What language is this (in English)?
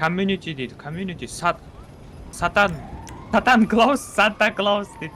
Kara-Kalpak